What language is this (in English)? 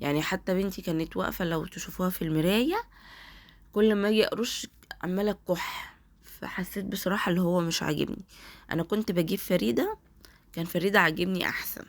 Egyptian Arabic